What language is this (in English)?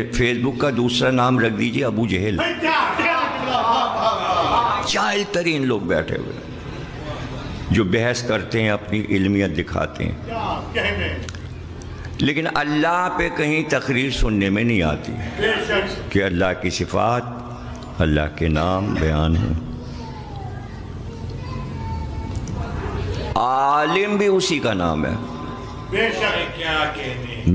Urdu